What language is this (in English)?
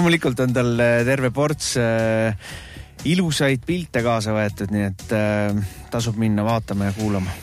Estonian